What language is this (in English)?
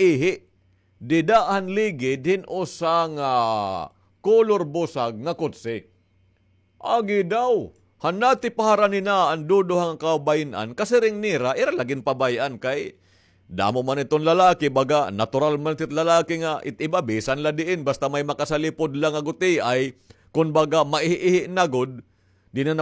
Waray